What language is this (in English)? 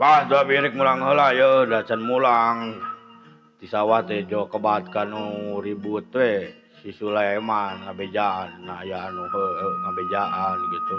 Sundanese